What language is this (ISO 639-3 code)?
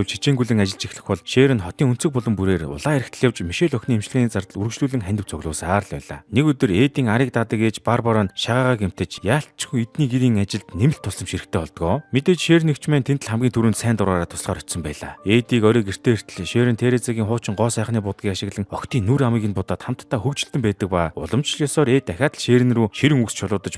mon